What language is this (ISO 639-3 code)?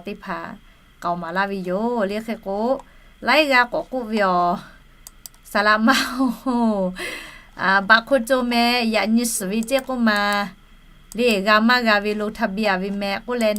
lhu